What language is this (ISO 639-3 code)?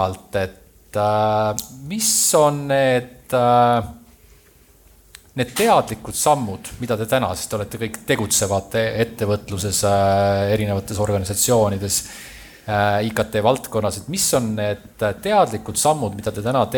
est